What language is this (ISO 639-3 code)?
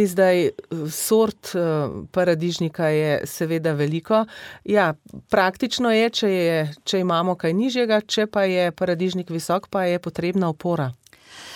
slv